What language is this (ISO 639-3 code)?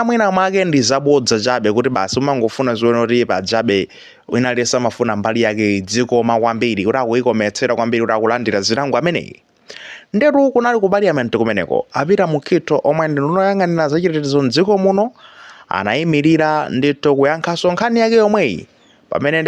nya